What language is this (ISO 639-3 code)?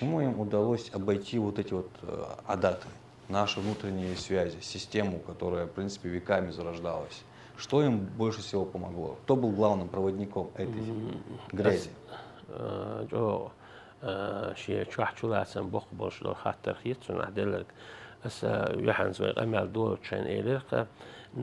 che